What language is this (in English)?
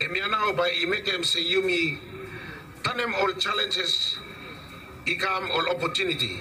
Bislama